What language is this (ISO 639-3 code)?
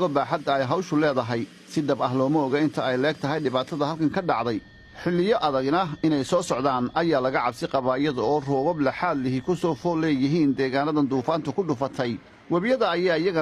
som